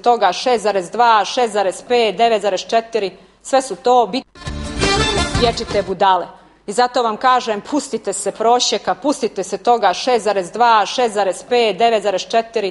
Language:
Croatian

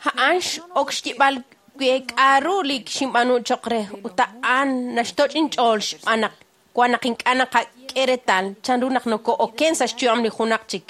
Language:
Kekchí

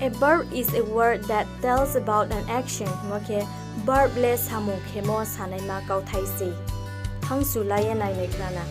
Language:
Riang (India)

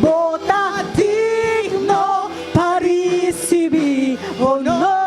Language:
Papiamento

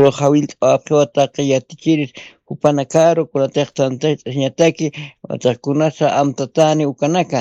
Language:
Aymara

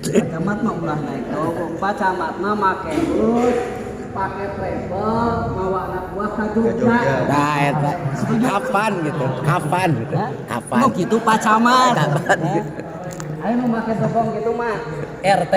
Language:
Sundanese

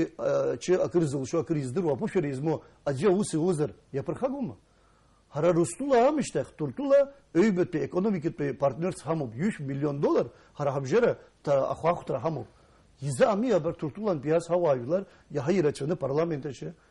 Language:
Abkhazian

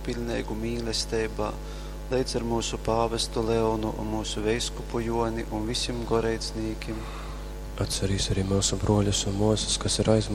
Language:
Latgalian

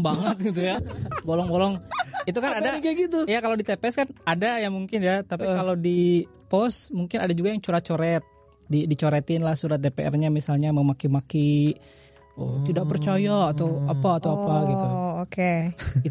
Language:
Indonesian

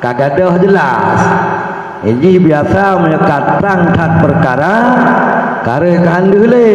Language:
Achinese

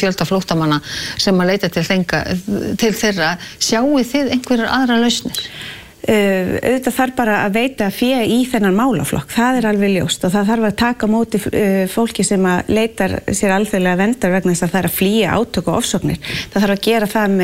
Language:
Icelandic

